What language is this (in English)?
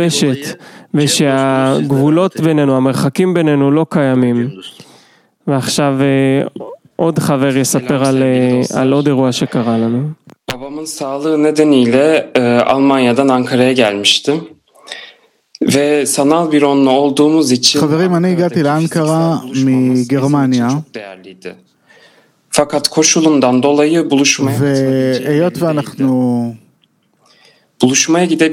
Hebrew